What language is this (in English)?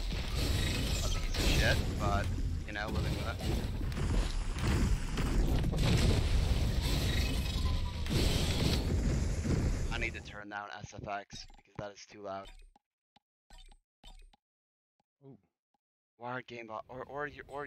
English